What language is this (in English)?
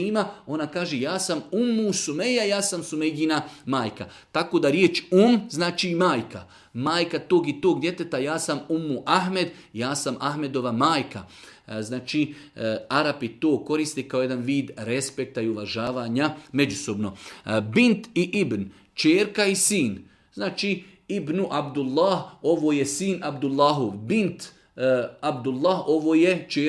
Serbian